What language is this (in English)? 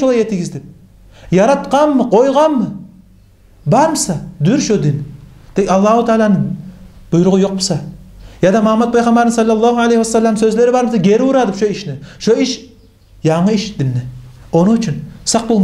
Kumyk